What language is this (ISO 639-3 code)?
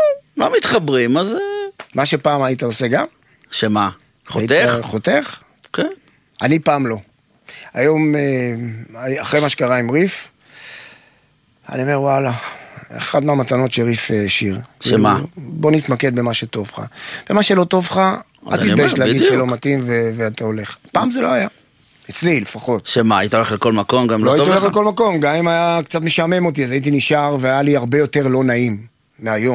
heb